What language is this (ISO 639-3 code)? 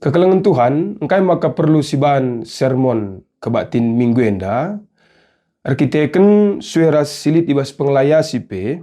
btx